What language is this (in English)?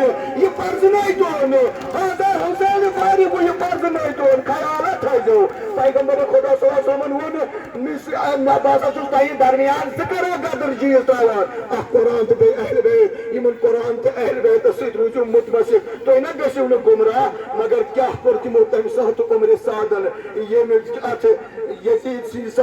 Kashmiri